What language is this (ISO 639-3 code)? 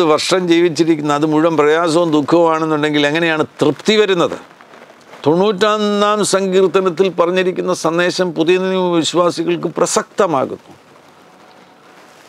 mal